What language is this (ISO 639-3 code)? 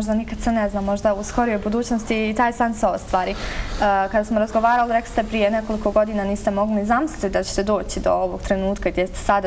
bos